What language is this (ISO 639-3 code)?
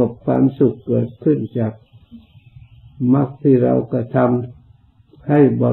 tha